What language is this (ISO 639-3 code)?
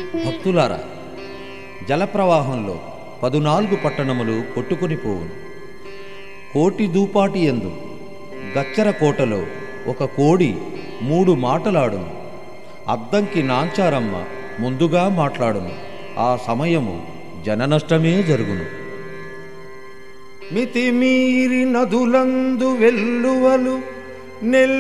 tel